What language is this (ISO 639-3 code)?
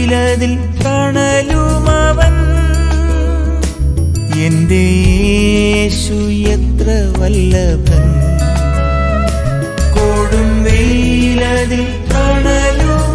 mal